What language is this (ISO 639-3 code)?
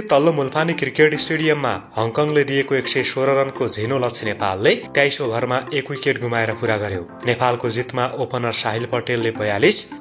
nep